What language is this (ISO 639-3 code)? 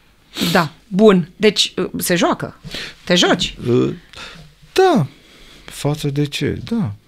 ron